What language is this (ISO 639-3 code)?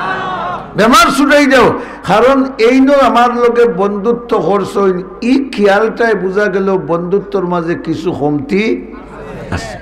syl